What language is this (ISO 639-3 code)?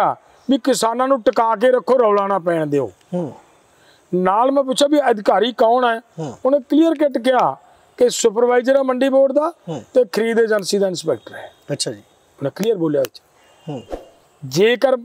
pan